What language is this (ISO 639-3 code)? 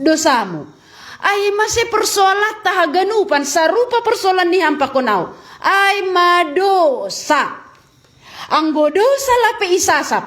bts